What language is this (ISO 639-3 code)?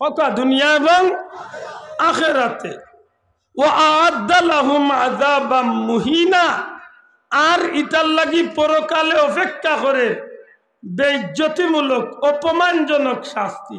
syl